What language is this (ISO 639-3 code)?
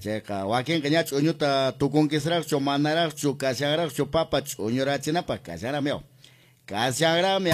que